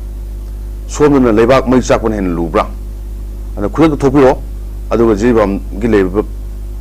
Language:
Manipuri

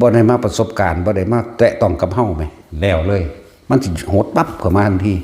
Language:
Northeastern Thai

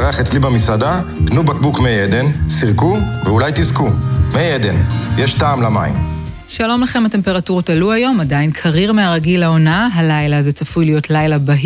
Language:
Hebrew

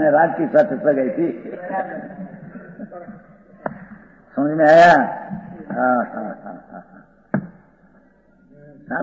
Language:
Hindi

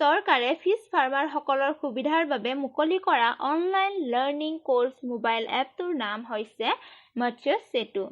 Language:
Assamese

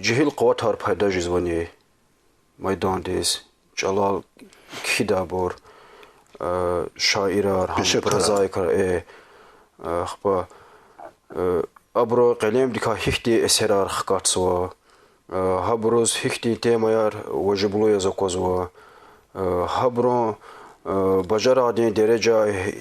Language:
Lezghian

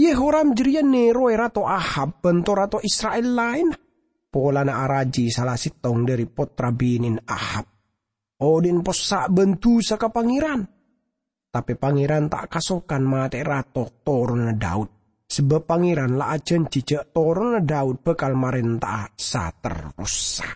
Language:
Madurese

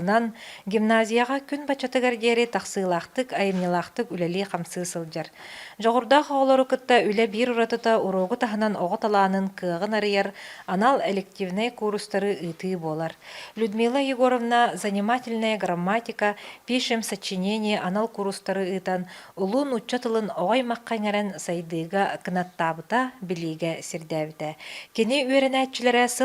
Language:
Yakut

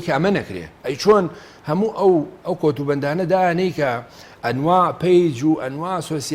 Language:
Central Kurdish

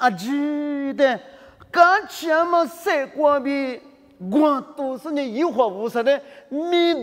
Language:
Lisu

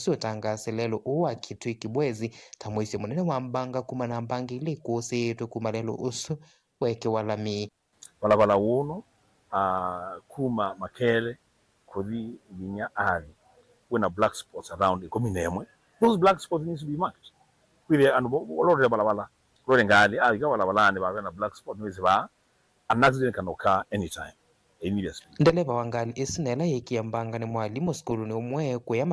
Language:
Kamba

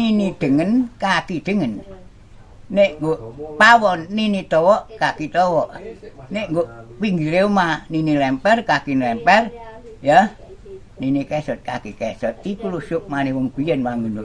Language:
Javanese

